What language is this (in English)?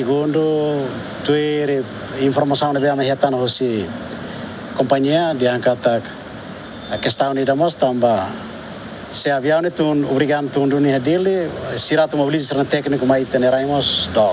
Tetum